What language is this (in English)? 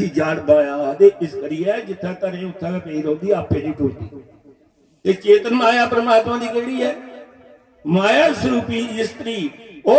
Dogri